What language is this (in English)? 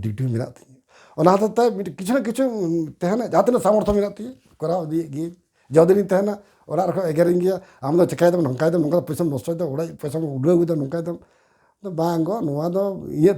Santali